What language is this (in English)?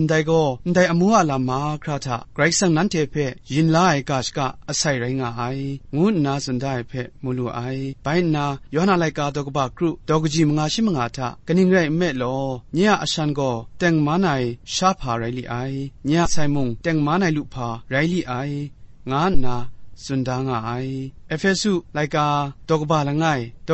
Kachin